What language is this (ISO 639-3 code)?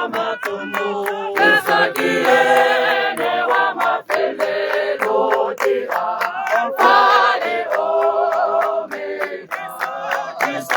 tsn